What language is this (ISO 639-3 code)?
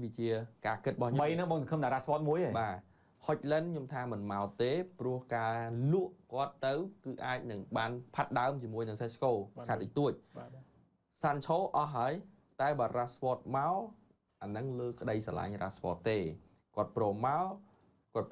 khm